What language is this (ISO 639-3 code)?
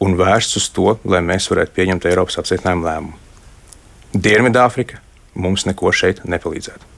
lav